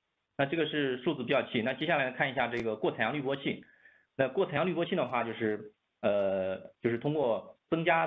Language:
Chinese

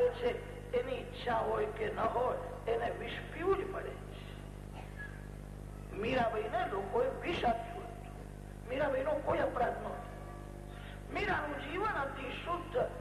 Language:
Gujarati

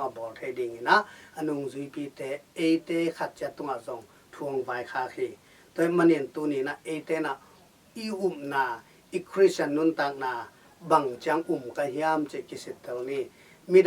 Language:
Tedim Chin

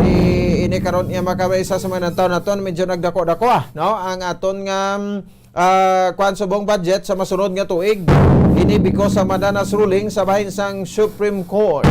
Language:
Hiligaynon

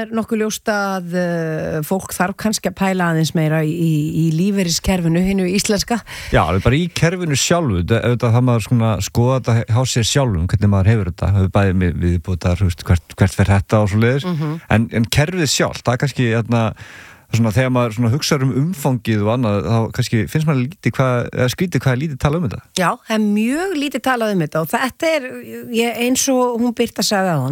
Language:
Icelandic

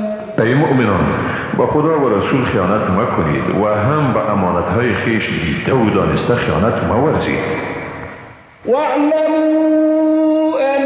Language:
Persian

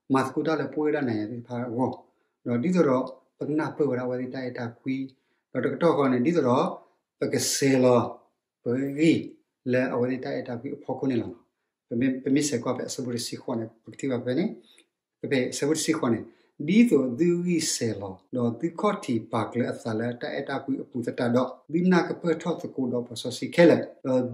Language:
S'gaw Karen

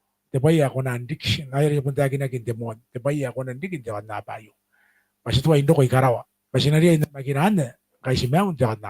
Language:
Gilbertese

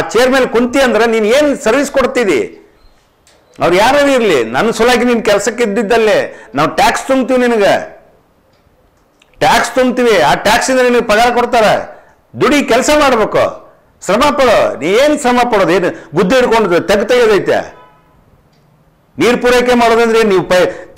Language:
Kannada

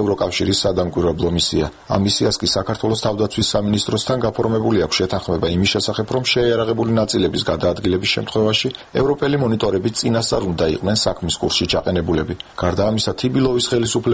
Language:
Georgian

